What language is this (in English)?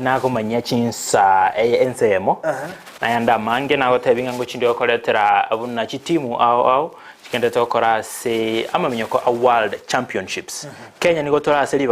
Gusii